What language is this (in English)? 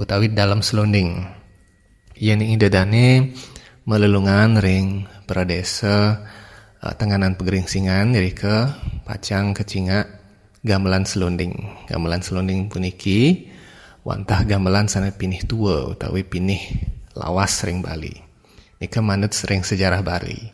Balinese